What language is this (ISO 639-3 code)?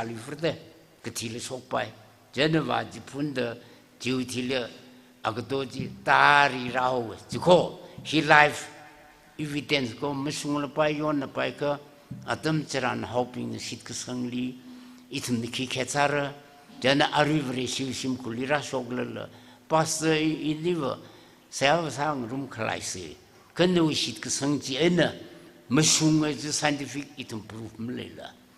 nmf